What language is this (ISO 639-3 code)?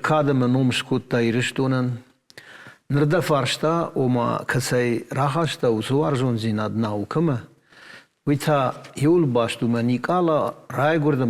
oss